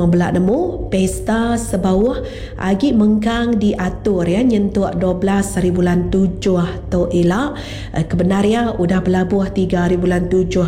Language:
Iban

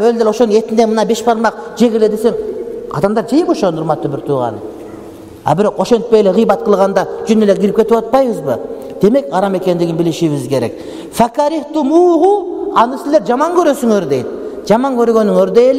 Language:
Kyrgyz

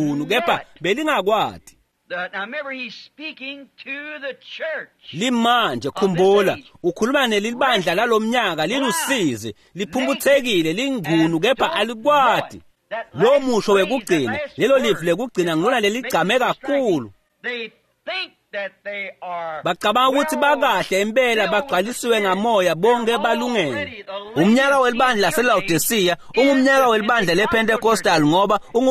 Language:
Swati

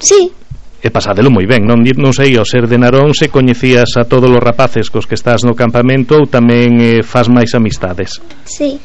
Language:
Galician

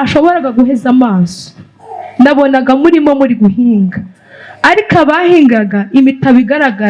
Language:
Kinyarwanda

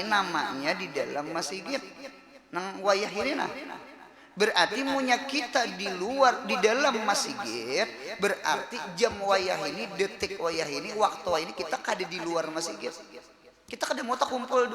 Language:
Banjar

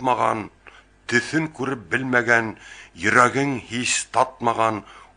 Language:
Bashkir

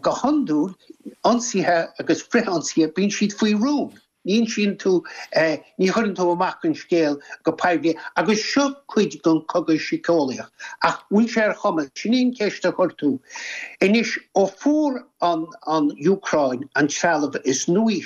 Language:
Irish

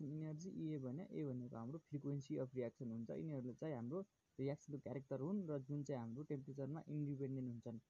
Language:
Nepali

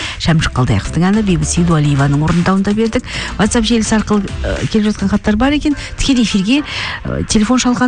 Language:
Kazakh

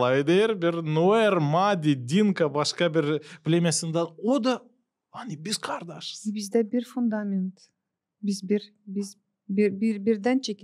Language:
Gagauz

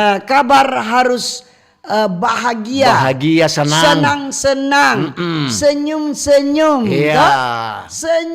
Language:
Manado Malay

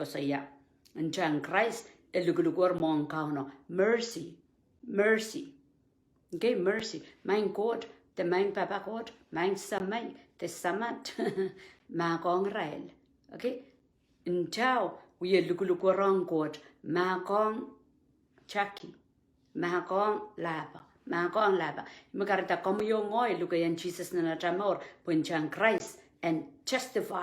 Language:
Pohnpeian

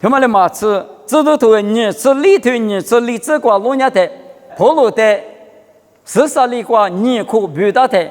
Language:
Lisu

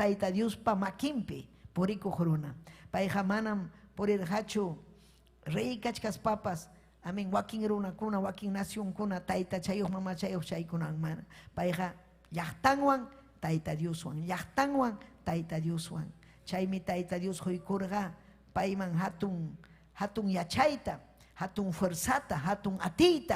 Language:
Ayacucho Quechua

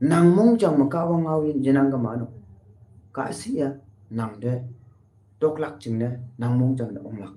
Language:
Konyak Naga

